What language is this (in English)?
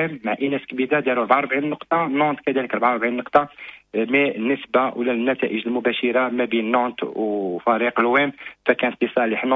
Moroccan Arabic